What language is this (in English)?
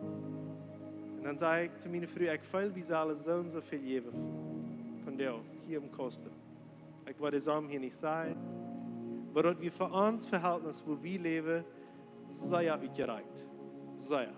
Plautdietsch